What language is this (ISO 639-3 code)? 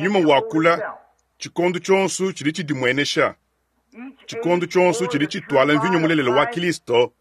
lua